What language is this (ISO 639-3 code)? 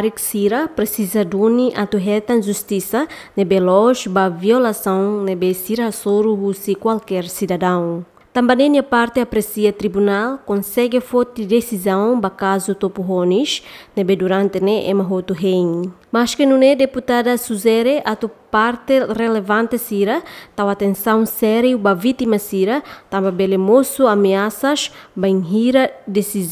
tet